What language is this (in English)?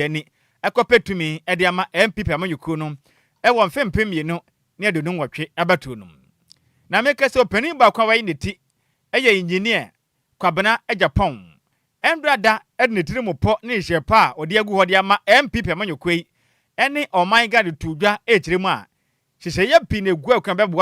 Akan